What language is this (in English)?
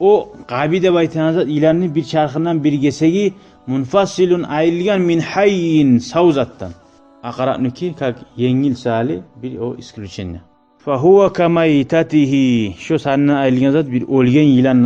Kumyk